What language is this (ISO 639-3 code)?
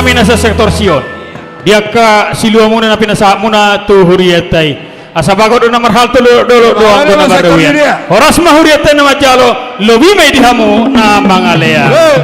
bbc